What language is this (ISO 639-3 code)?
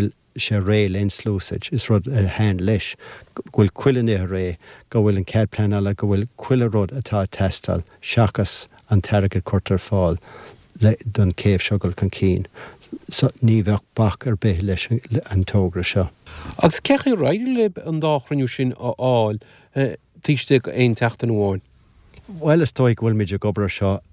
gle